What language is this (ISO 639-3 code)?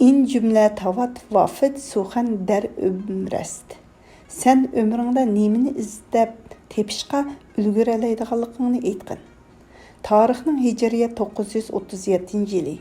uig